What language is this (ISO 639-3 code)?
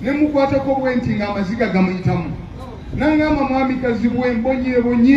lug